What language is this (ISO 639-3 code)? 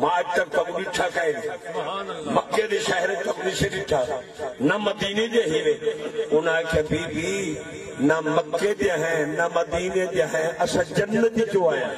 skr